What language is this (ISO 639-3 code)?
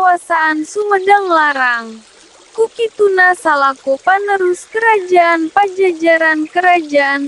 sun